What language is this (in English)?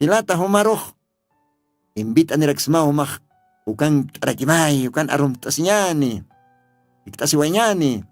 Aymara